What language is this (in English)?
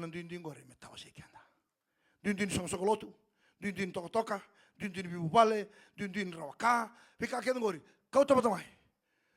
Fijian